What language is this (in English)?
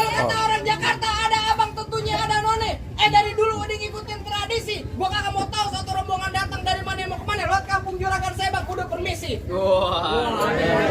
Betawi